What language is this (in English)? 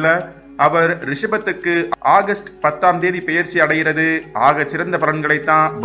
Tamil